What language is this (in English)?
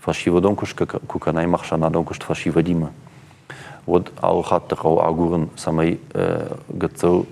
Ossetic